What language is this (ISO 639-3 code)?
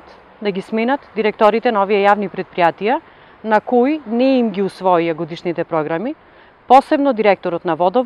mkd